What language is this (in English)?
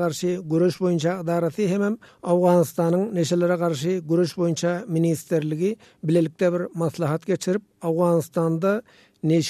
Turkmen